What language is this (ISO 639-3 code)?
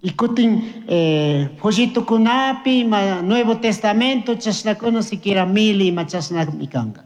qug